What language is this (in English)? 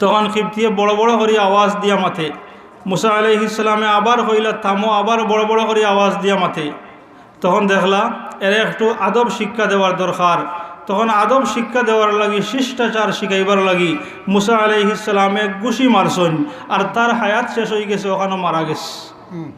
Sylheti